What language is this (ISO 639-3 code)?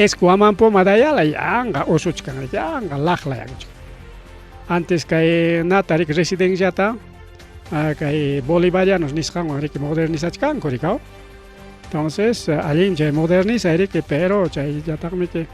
quy